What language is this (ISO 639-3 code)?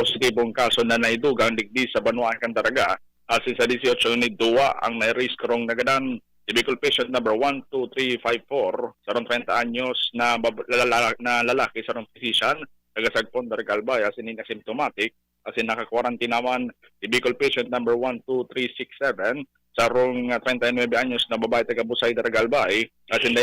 bik